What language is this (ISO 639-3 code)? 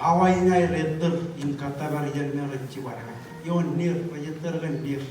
mah